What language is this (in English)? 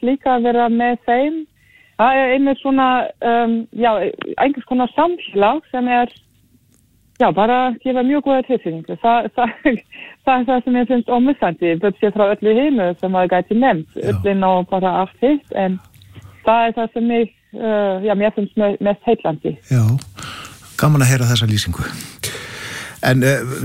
Icelandic